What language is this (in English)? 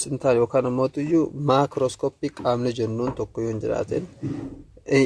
Oromo